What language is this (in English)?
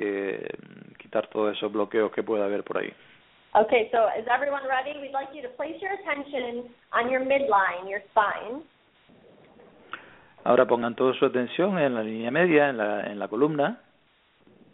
Spanish